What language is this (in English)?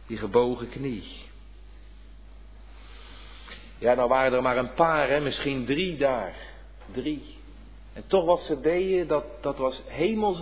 Dutch